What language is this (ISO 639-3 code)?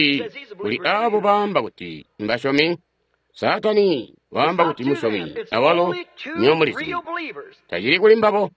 toi